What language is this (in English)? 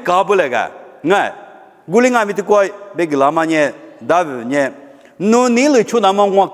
Lisu